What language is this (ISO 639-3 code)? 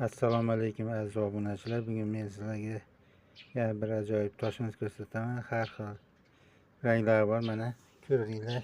uzb